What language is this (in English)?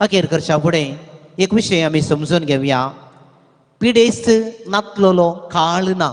Konkani